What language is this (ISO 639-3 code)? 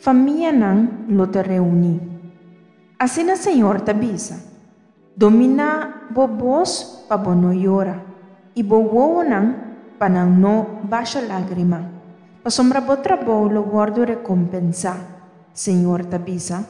pap